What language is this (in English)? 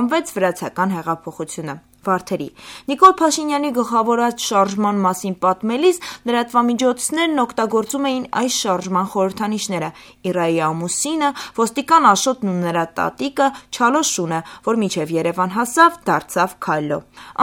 Armenian